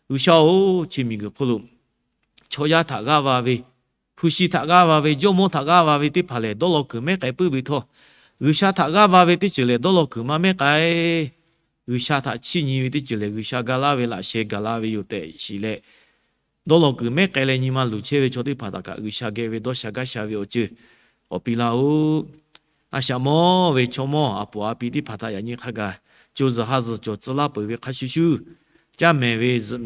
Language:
Lahu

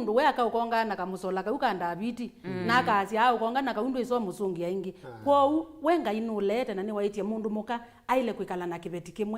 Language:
Kamba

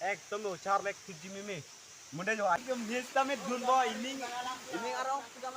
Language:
Karbi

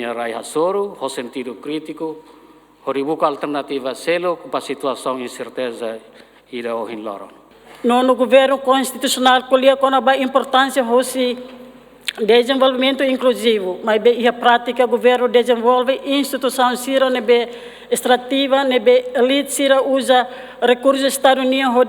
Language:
Tetum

